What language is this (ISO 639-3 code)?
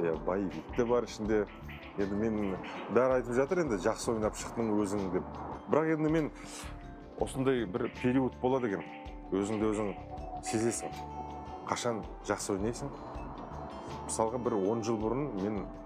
kaz